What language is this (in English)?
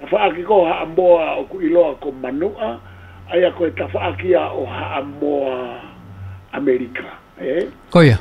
Tongan